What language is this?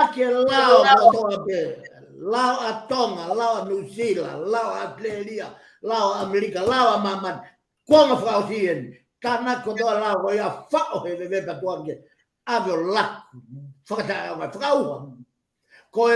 Tongan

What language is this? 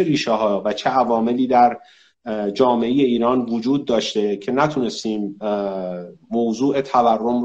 Persian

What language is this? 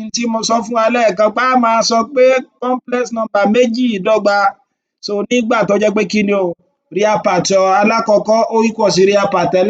Yoruba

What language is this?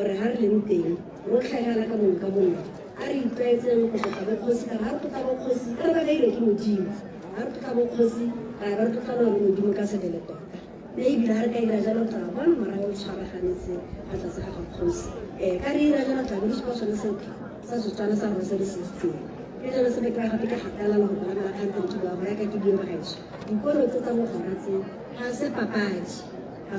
Tswana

